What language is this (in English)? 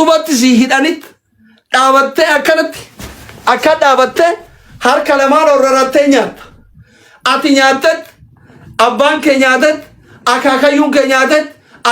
Oromo